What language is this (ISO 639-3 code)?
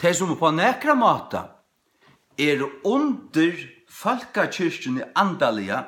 fao